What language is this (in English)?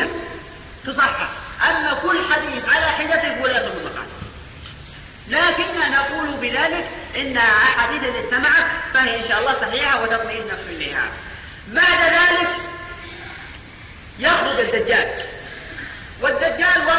Arabic